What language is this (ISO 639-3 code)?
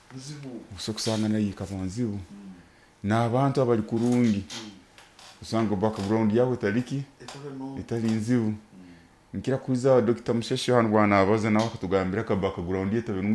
nyo